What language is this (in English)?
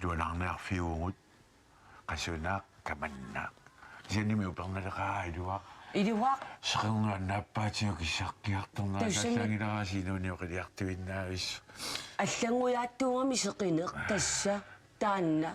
Kalaallisut